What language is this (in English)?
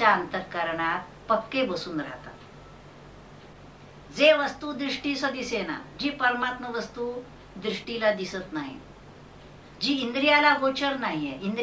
Marathi